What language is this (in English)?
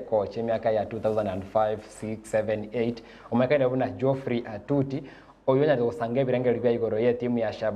Gusii